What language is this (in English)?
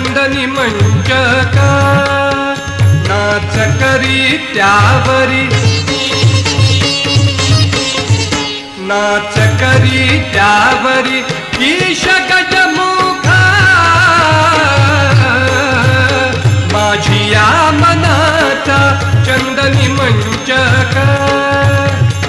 Marathi